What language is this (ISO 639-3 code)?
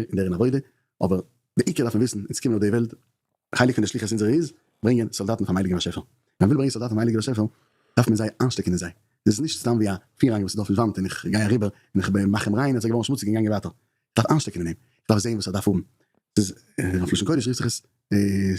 yid